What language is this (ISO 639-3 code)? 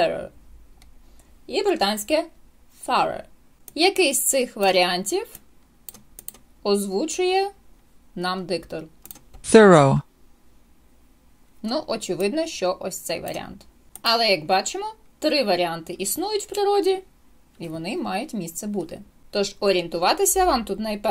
ukr